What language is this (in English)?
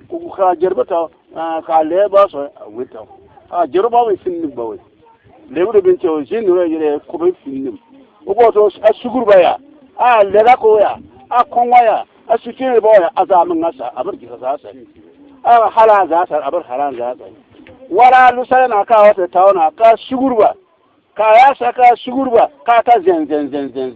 Bissa